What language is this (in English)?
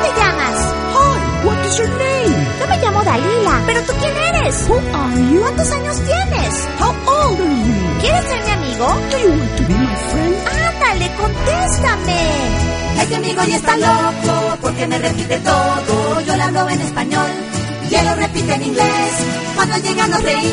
Spanish